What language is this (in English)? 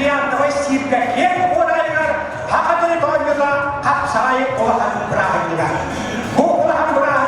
Yakut